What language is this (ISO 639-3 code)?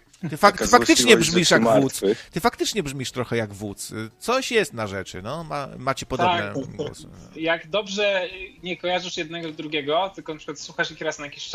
pol